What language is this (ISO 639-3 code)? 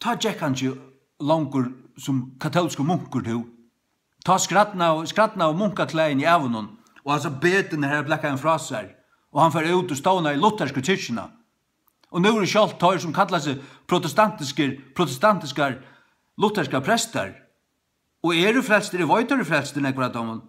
fao